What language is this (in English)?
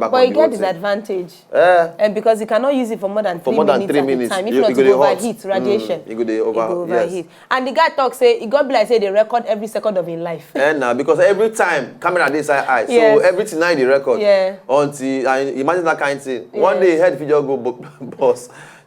Nigerian Pidgin